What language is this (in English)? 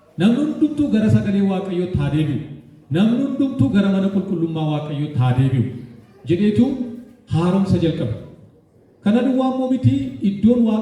Oromo